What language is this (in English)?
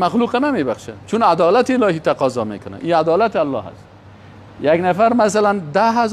Persian